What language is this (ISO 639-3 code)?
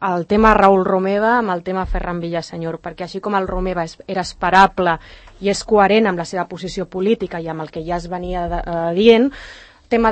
cat